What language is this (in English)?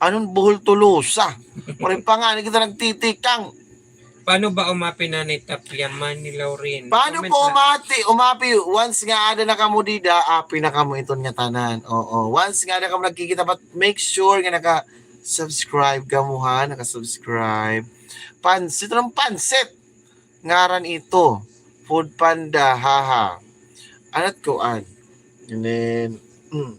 Waray